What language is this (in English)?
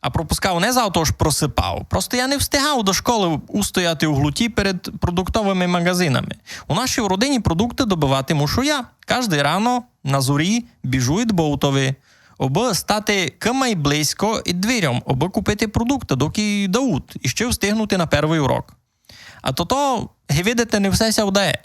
Rusyn